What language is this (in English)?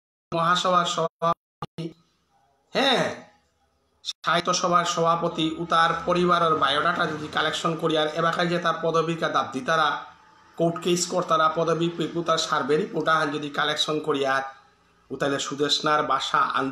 Bishnupriya